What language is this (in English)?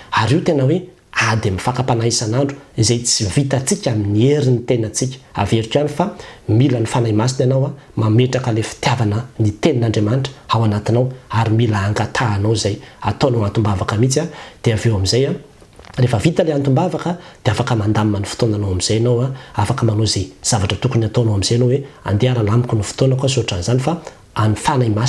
Malagasy